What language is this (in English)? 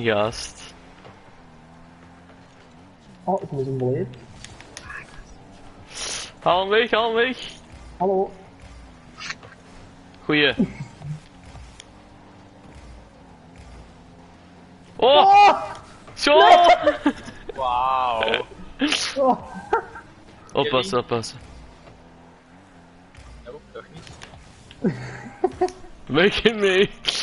Dutch